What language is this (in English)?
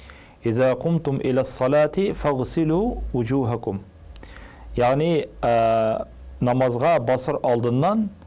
Tatar